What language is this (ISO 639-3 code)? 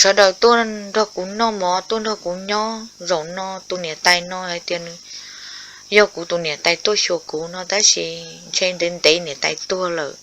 hmn